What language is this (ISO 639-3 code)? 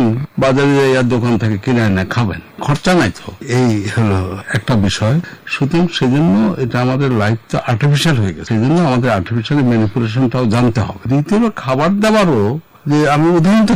ben